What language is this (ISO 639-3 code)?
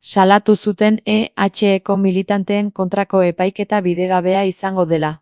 eus